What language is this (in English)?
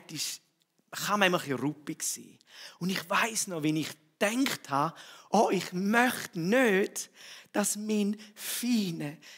Swiss German